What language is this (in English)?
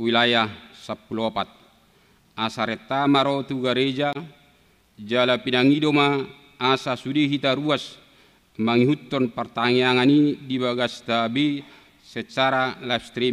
Batak Toba